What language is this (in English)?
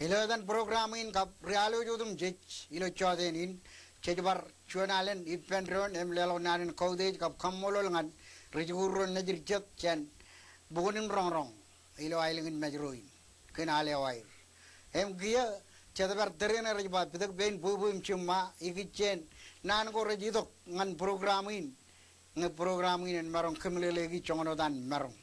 Marshallese